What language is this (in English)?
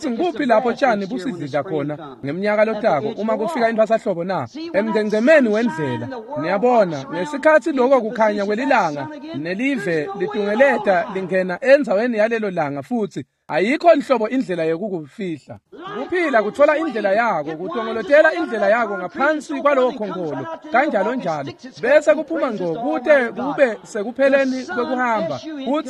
Swati